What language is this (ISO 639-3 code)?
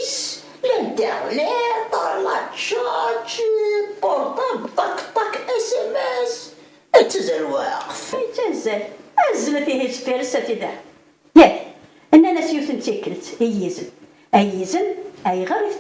kab